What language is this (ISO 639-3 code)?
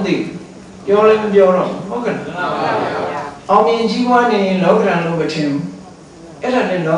mya